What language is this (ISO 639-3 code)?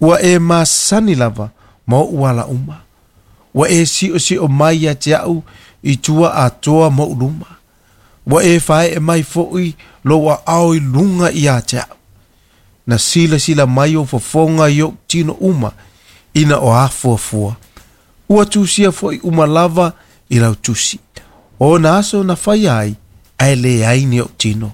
smo